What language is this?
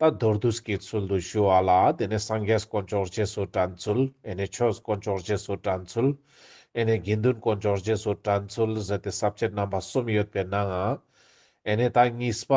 Ladakhi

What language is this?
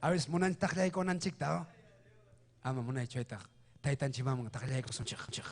Ayacucho Quechua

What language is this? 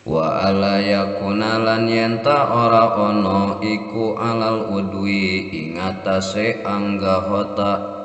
Sundanese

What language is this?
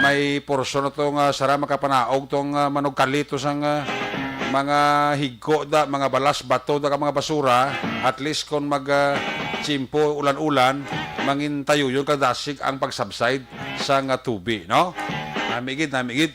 Hiligaynon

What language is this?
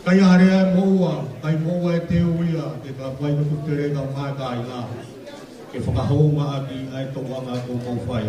Tongan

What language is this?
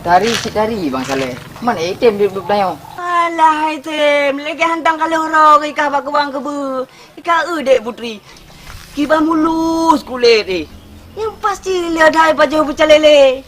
Achinese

